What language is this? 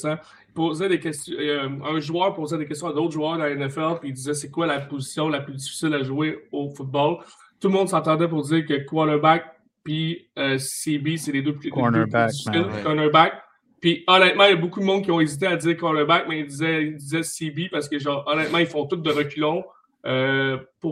French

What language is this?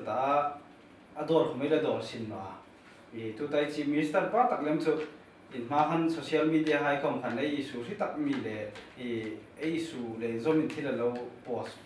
Hmar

